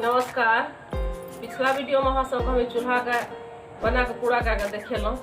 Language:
Maithili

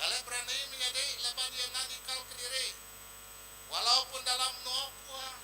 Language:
Iban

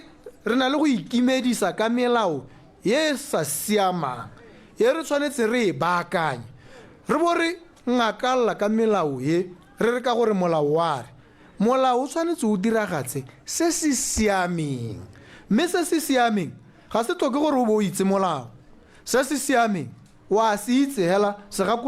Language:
Tswana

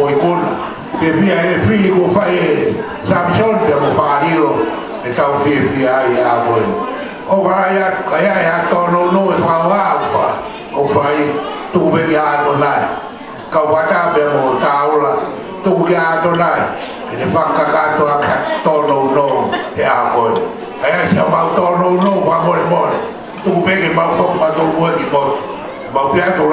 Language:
Tongan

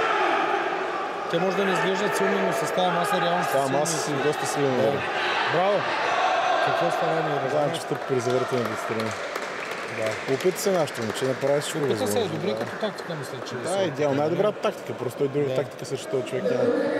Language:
Bulgarian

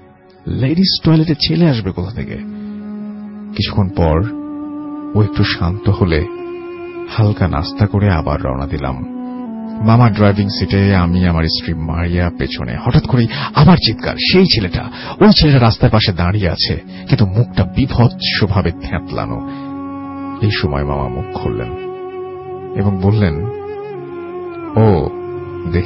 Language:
Bangla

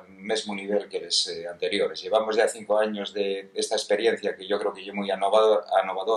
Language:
Asturian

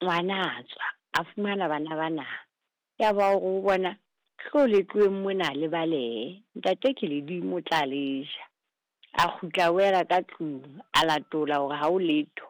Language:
Southern Sotho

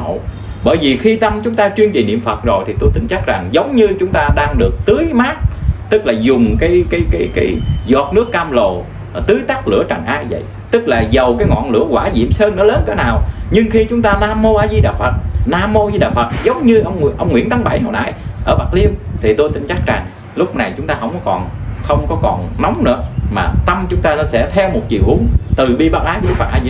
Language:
Vietnamese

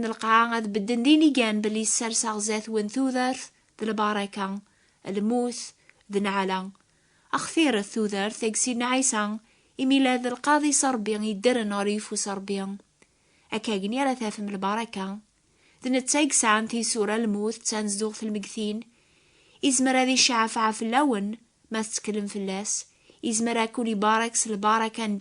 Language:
Kabyle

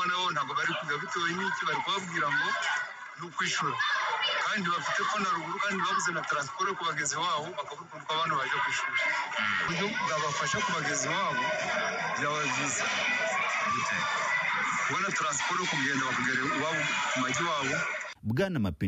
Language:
Kinyarwanda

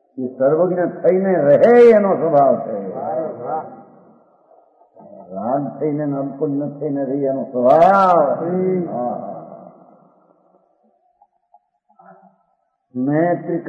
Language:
Gujarati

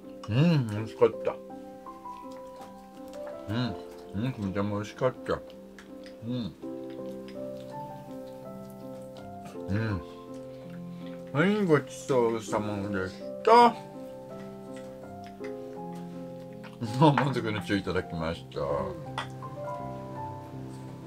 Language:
Japanese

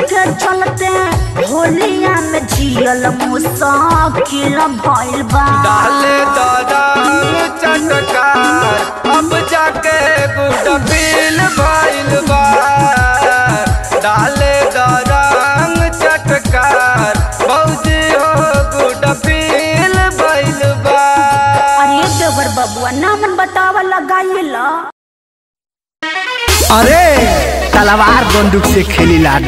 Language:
Bhojpuri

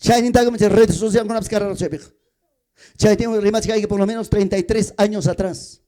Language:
Ayacucho Quechua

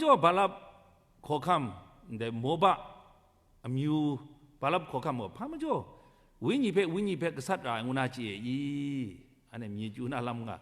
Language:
Kachin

